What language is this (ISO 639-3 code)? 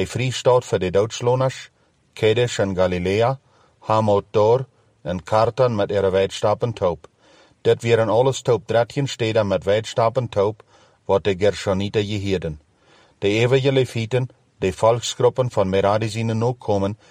pdt